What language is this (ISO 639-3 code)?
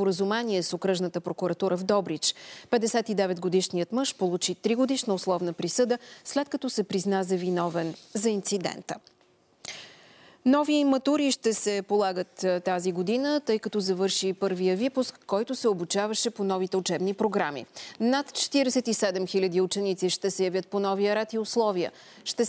bul